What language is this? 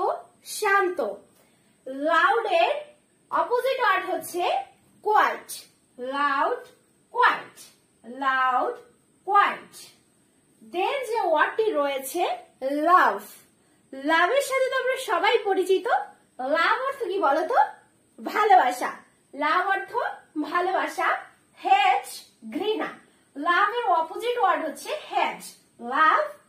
Bangla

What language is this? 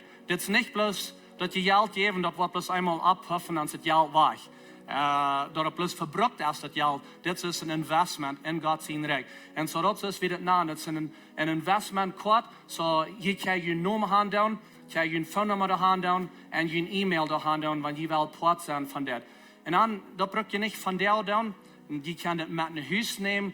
Plautdietsch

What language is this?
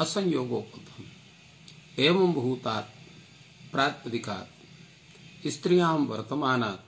Sanskrit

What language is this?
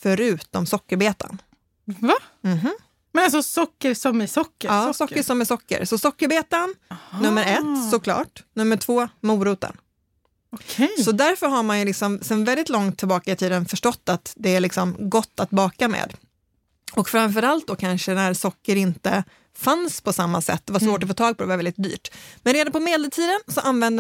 Swedish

